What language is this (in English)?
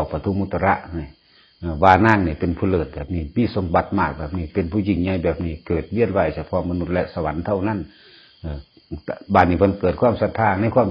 Northeastern Thai